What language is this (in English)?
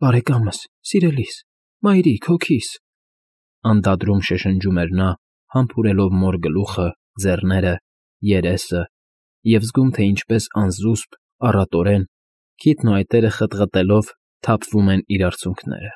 Armenian